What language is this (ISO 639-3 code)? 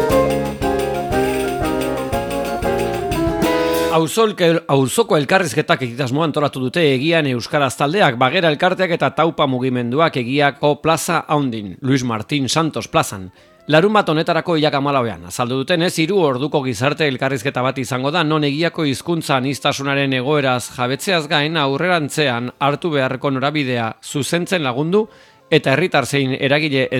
eus